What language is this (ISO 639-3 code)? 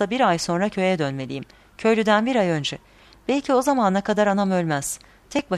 tur